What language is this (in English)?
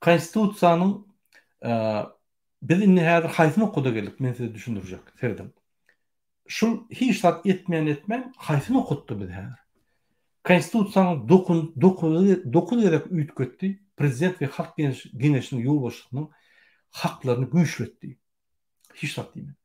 Turkmen